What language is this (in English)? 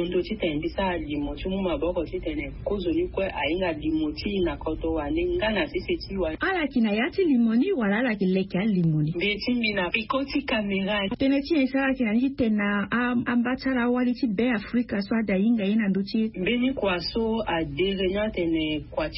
Sango